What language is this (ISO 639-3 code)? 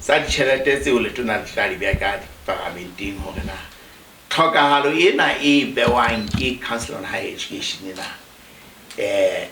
sot